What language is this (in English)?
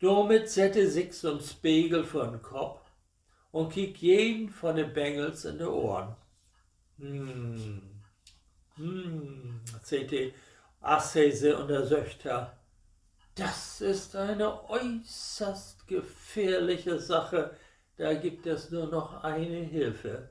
Low German